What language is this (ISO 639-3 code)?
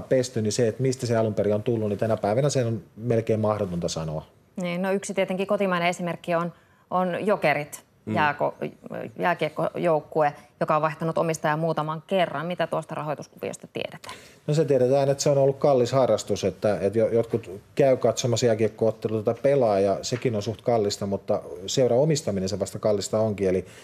fin